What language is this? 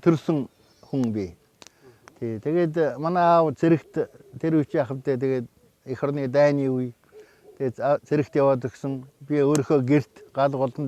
Mongolian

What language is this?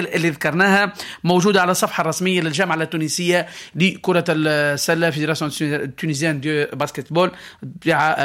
Tunisian Arabic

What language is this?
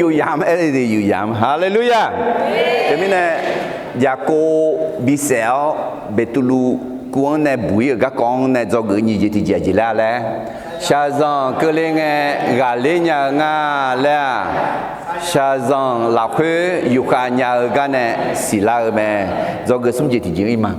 Akha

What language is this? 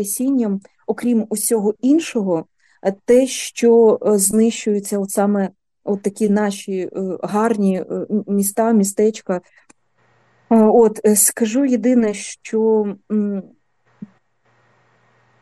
Ukrainian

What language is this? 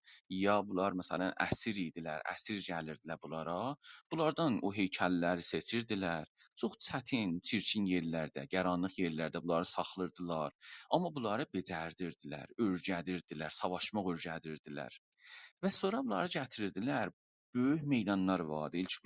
South Azerbaijani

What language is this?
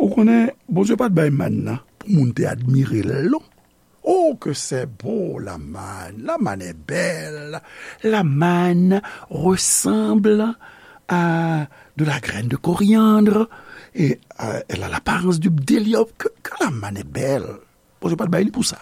Haitian Creole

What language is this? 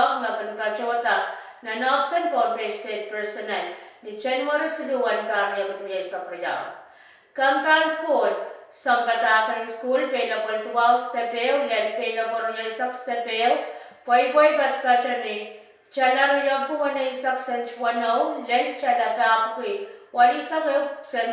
Pohnpeian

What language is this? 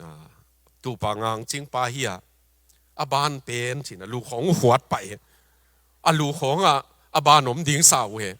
Tedim Chin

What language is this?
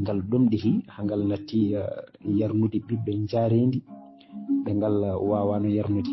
Fula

